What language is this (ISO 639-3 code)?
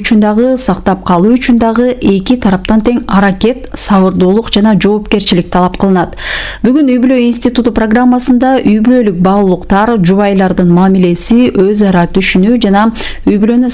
kir